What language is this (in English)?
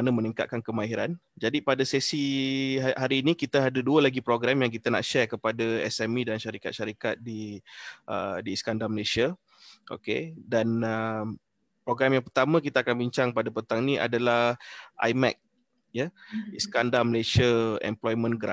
Malay